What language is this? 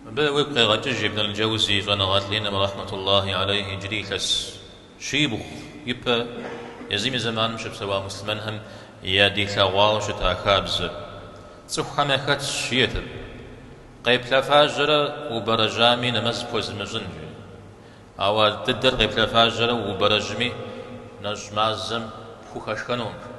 Kabardian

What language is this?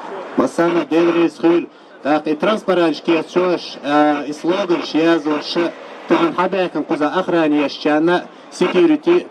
Chechen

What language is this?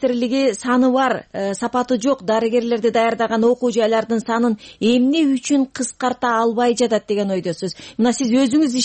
Kyrgyz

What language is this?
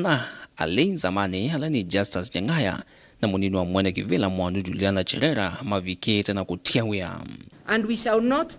Kamba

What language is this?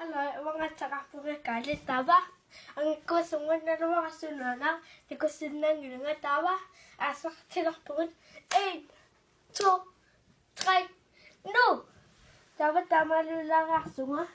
Kalaallisut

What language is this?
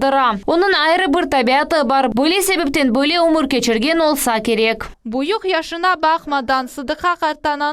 Crimean Tatar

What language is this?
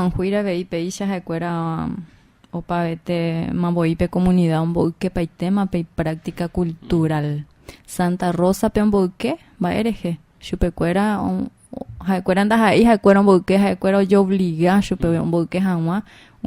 Guarani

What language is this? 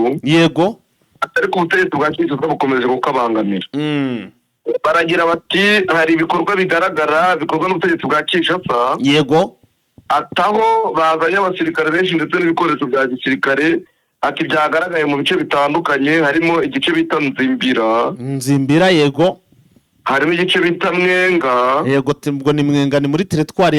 Kinyarwanda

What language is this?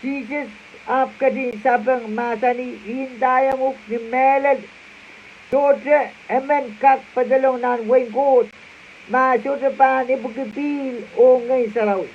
Pohnpeian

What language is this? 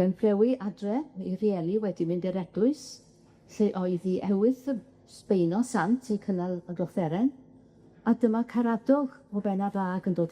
Welsh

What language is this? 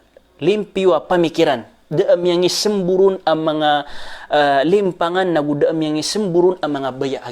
Maranao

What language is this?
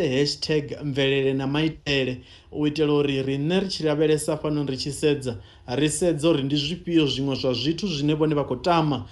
Venda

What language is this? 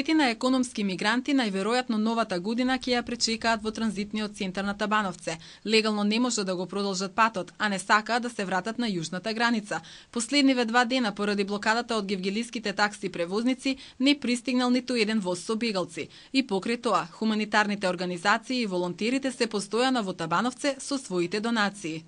Macedonian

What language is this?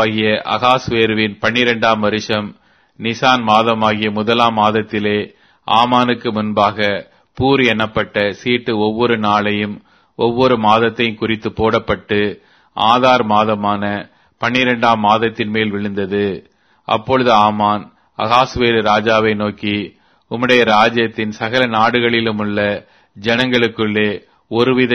Tamil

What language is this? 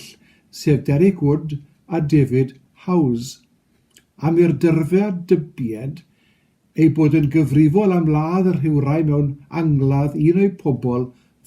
Welsh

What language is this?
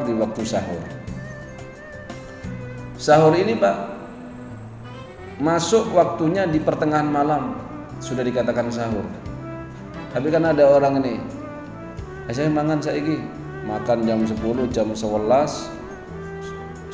Indonesian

